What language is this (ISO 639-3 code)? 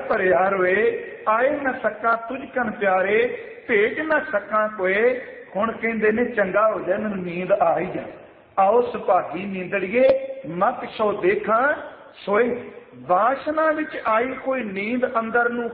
pan